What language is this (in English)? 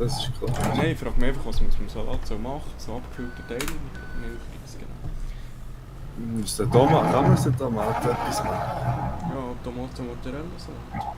Swiss German